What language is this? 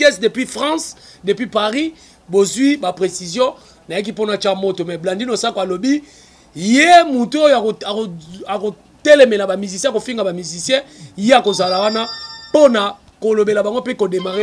Lingala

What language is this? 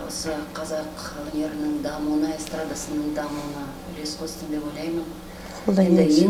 Kazakh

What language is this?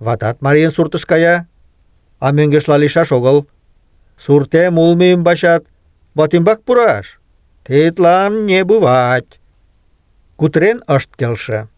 Mari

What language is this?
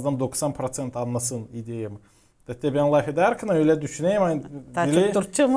Gagauz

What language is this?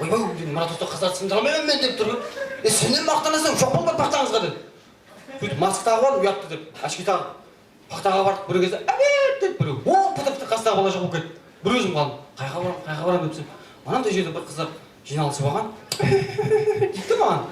Kara-Kalpak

